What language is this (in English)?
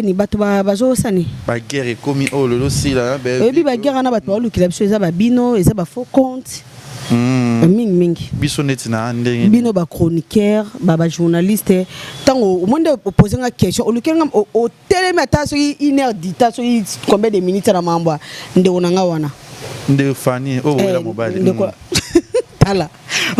Lingala